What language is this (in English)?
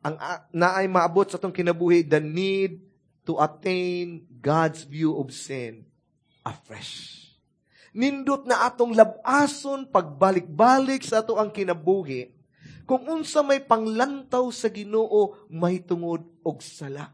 Cebuano